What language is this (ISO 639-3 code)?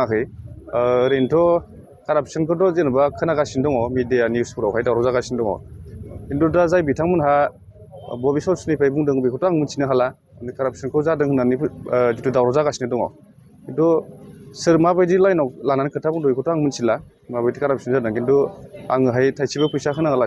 brx